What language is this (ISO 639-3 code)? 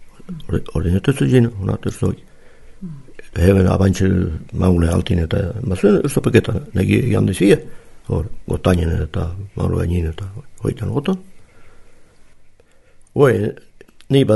eus